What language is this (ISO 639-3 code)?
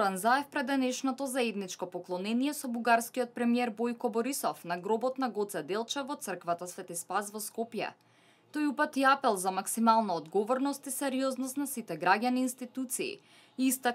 mkd